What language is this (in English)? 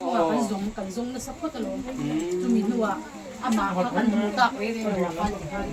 Falam Chin